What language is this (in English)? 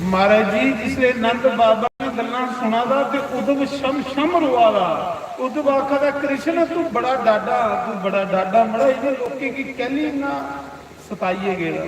Dogri